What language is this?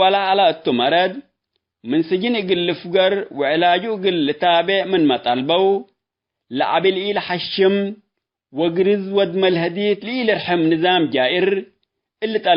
Tigre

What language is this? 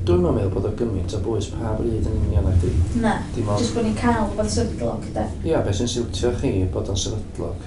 Welsh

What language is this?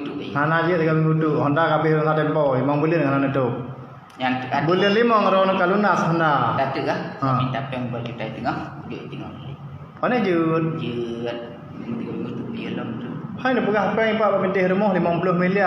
Achinese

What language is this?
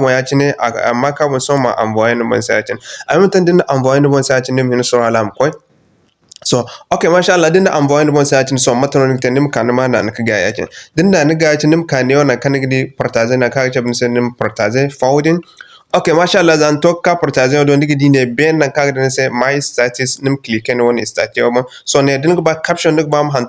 Zarma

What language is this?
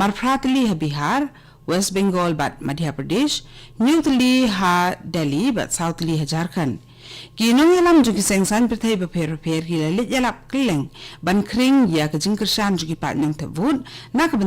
Khasi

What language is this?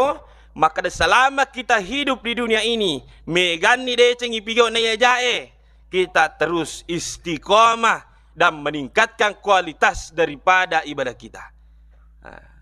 Buginese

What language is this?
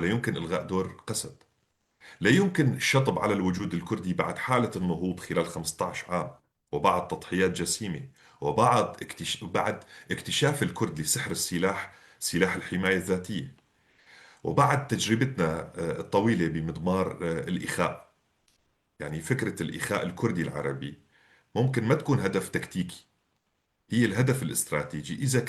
North Levantine Arabic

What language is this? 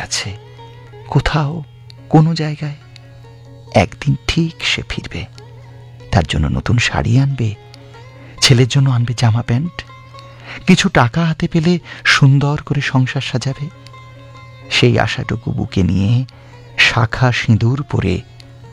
Bangla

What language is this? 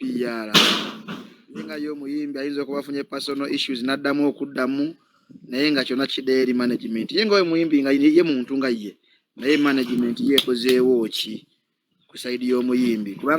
Ganda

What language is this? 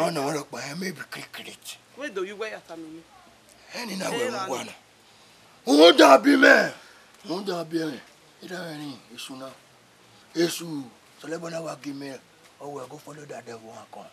Bini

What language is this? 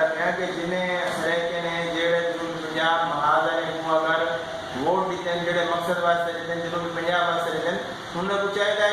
Saraiki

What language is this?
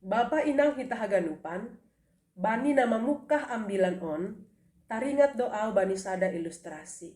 Batak Simalungun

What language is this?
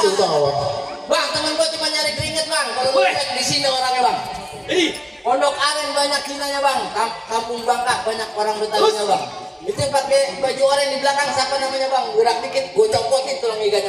Betawi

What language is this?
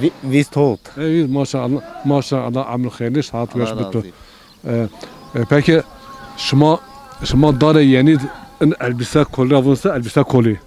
Zaza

